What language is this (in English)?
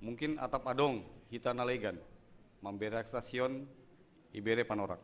Batak Simalungun